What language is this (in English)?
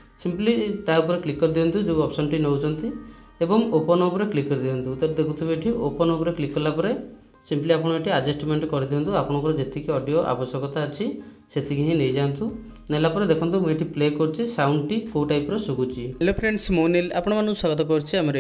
Odia